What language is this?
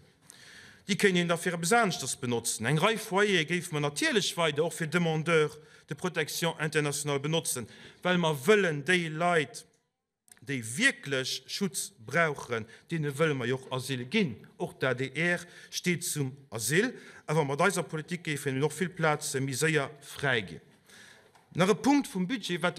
Luxembourgish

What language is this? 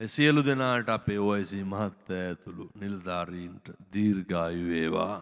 Sinhala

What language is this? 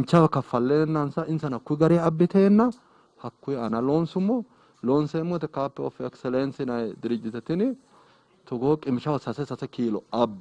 Sidamo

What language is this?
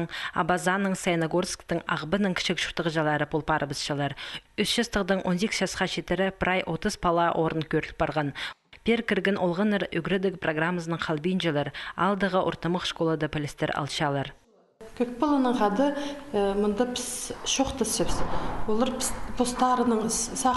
Khakas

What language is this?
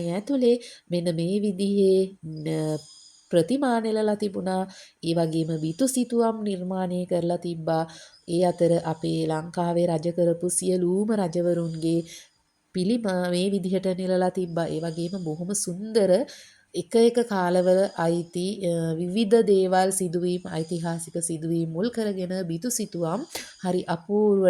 Sinhala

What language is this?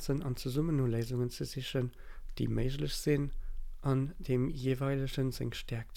Luxembourgish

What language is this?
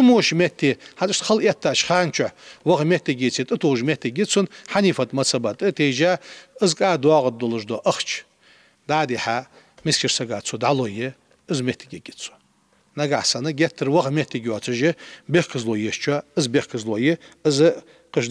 Ingush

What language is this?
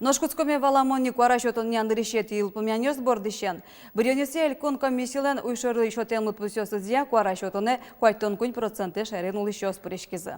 Udmurt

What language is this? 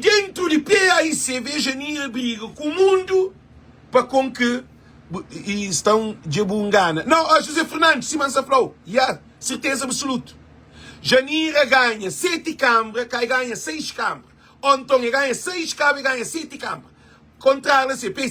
Kabuverdianu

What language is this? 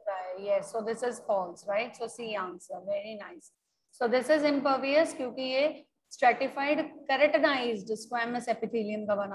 Hindi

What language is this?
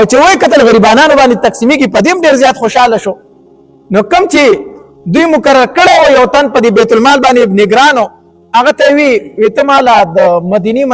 Pashto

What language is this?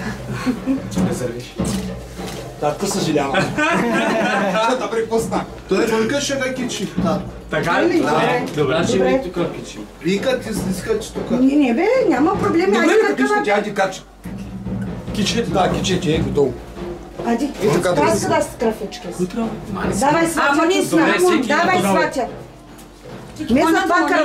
Bulgarian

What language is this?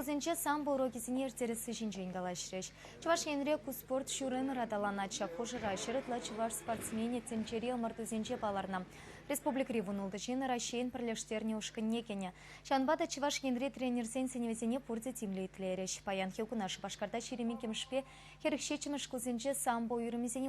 Chuvash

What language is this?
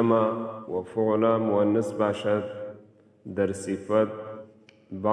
Pashto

